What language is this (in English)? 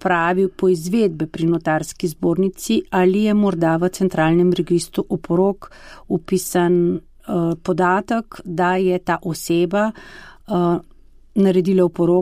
Slovenian